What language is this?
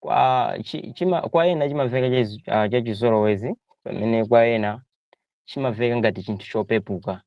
Nyanja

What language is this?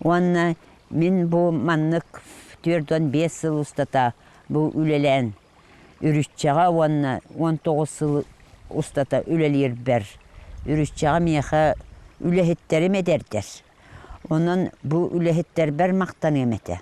Yakut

